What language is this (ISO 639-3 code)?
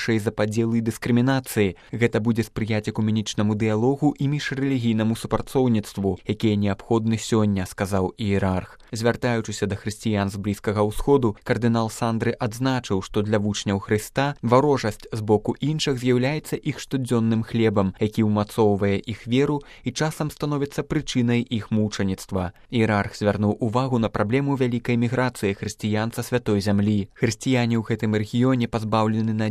bel